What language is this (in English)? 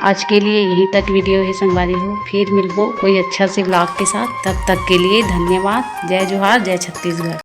Chhattisgarhi